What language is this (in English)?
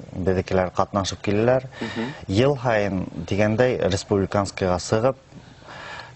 Bashkir